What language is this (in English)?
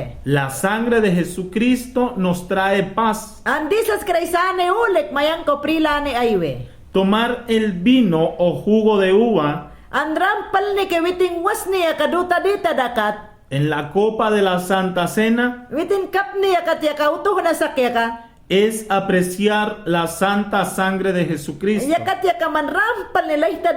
Mayangna